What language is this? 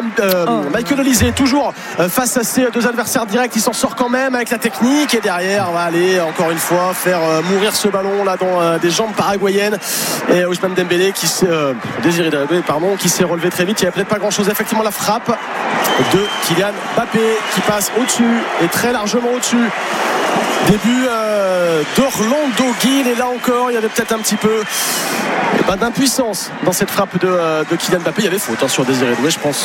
French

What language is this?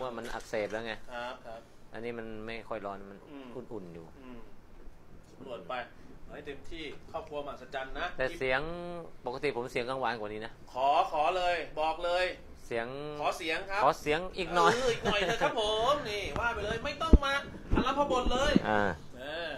Thai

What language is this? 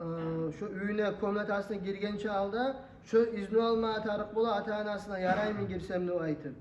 Kumyk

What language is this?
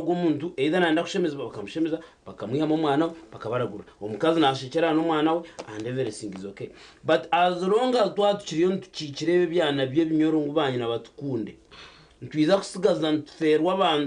Nyankole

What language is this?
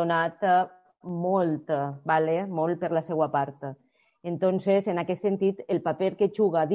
Catalan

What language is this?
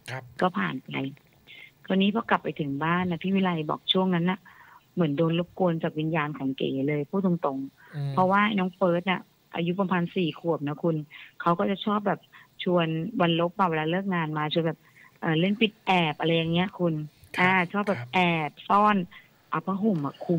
Thai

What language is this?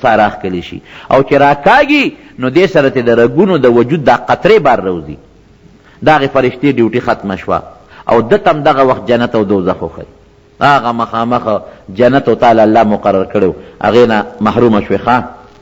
Pashto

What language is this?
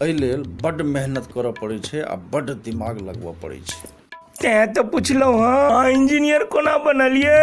Maithili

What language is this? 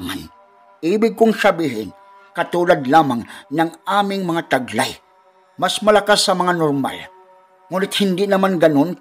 Filipino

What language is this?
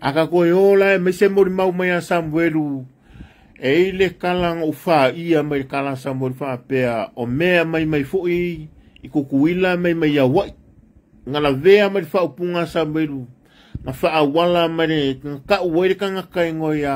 Samoan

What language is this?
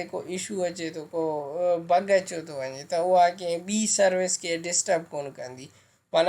Sindhi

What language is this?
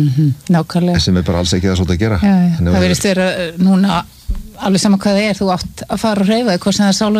Icelandic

